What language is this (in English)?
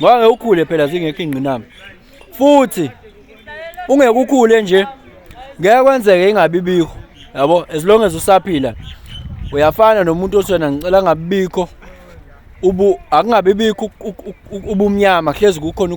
Zulu